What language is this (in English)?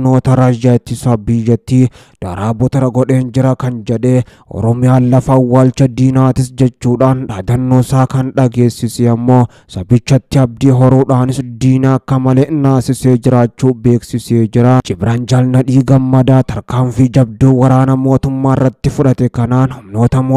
Oromo